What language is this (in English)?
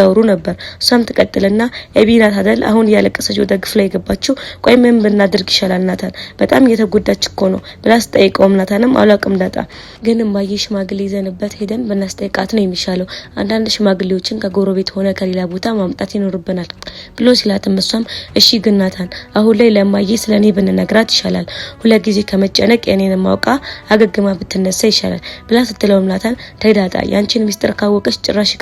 Amharic